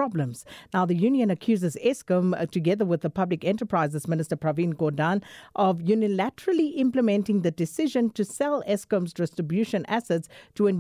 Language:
English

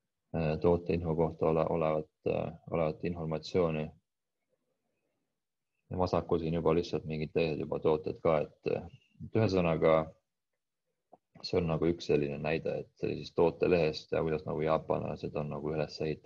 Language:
Estonian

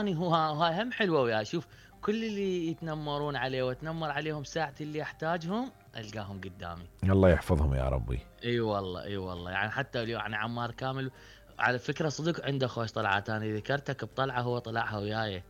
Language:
Mesopotamian Arabic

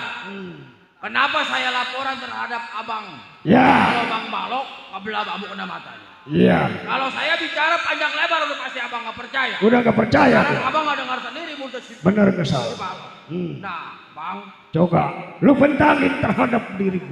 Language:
Betawi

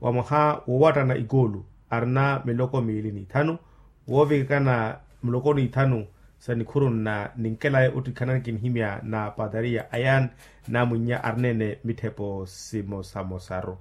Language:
Makhuwa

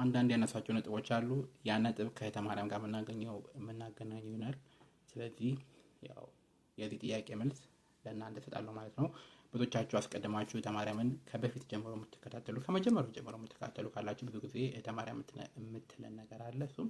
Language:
Amharic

